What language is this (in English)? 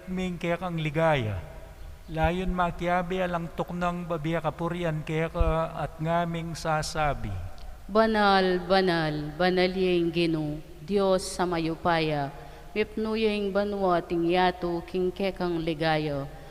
Pampanga